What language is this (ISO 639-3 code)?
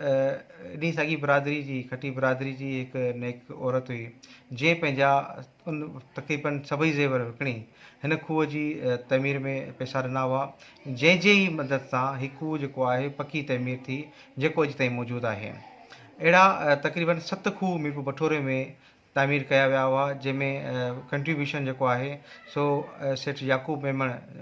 snd